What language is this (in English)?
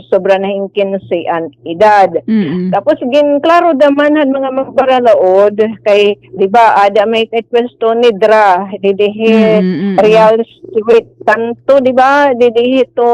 Waray